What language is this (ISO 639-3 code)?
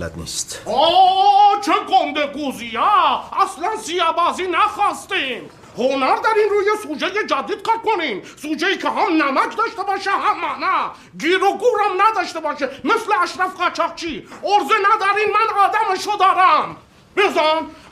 fas